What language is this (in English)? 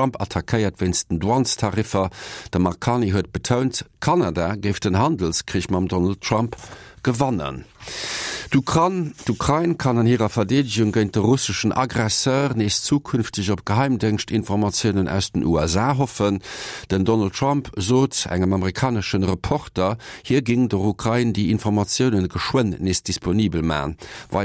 Luxembourgish